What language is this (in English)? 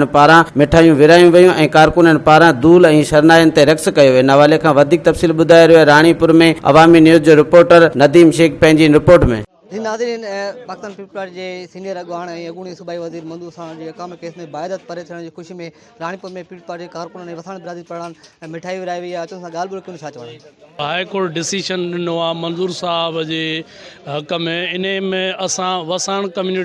Sindhi